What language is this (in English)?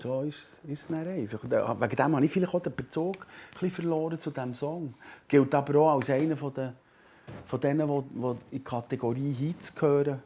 Swiss German